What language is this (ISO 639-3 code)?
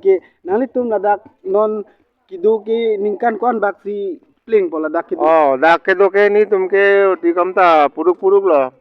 mjw